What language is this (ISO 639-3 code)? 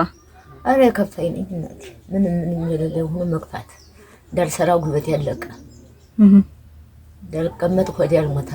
amh